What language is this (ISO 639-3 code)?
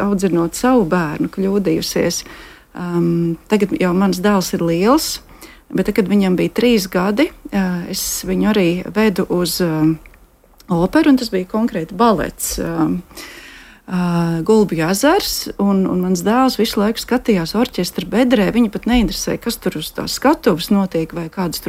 lav